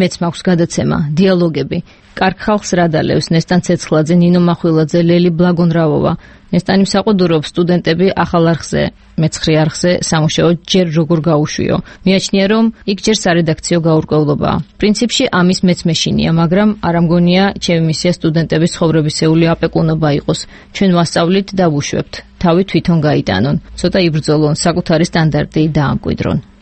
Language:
Georgian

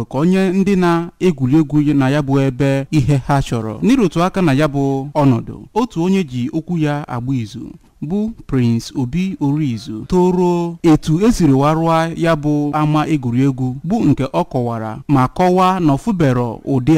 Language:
Igbo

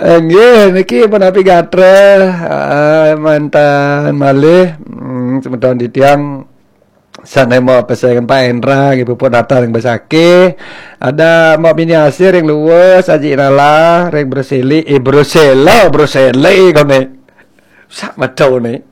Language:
Balinese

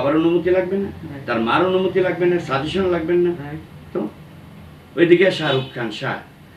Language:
Bangla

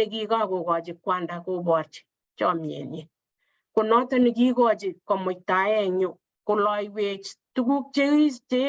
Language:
Kalenjin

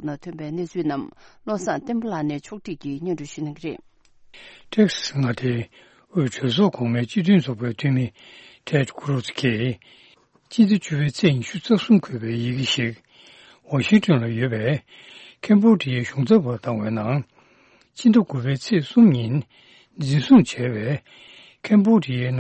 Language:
Tibetan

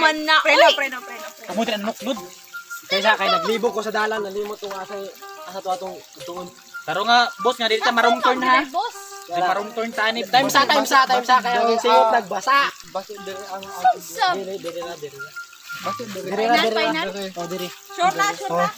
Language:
Cebuano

